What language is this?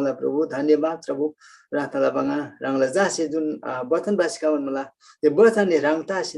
Eastern Tamang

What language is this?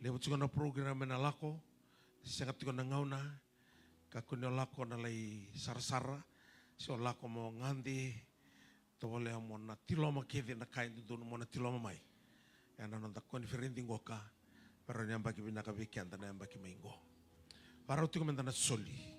Fijian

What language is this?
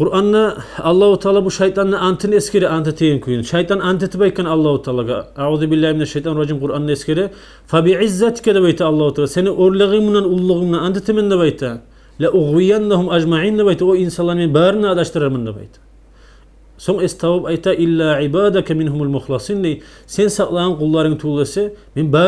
Kumyk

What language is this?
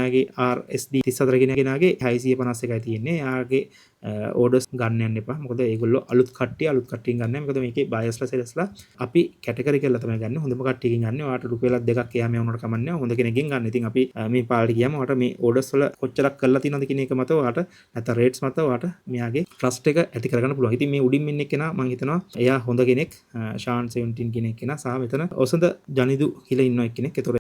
Sinhala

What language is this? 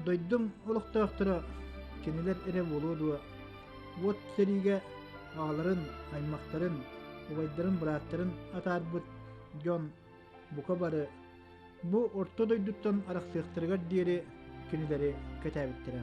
Yakut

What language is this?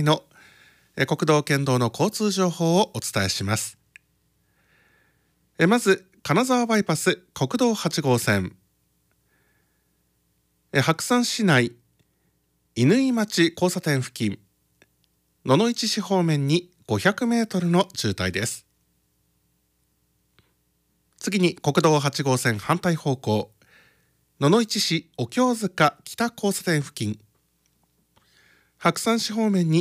Japanese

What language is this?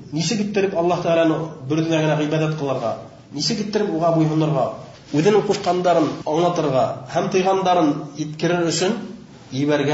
Bashkir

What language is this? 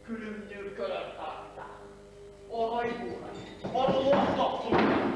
Yakut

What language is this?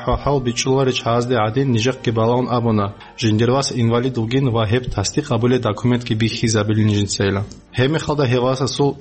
Avaric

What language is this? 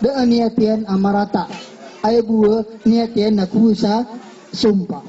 Maranao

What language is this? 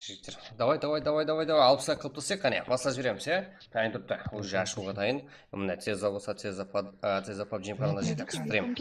Kara-Kalpak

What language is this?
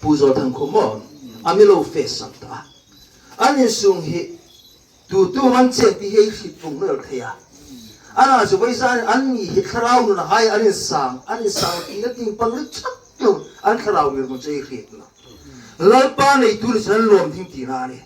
Hmar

